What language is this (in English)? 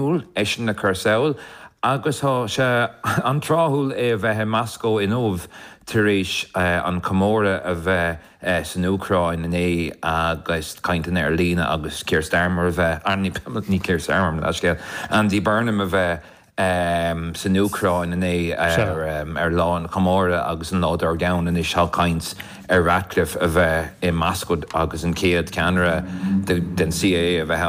Irish